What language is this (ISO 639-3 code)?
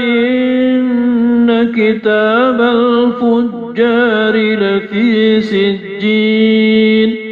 mrw